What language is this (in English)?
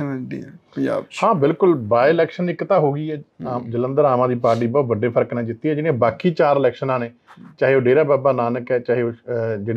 Punjabi